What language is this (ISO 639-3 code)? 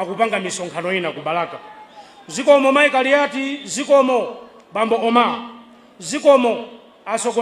nya